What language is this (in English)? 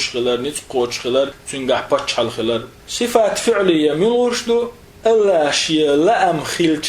Chechen